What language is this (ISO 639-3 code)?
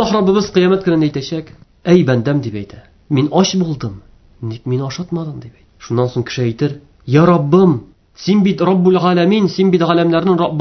tat